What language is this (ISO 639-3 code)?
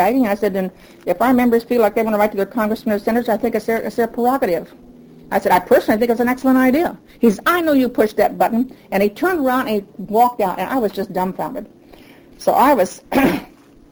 eng